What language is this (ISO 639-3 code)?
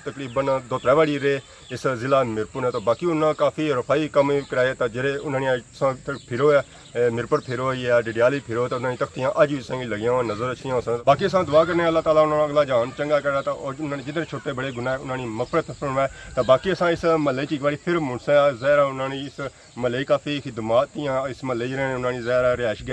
phr